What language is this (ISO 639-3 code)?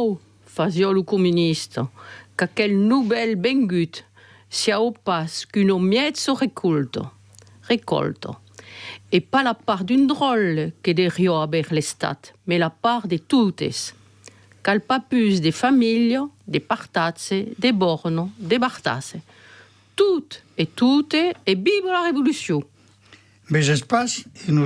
fra